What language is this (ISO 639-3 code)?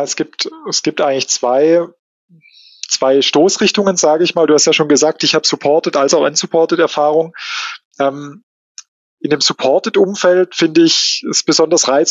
deu